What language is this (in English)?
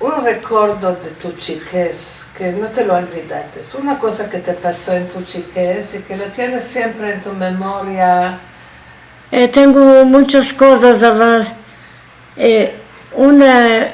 Ladino